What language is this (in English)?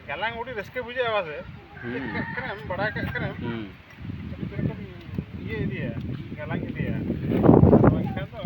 Santali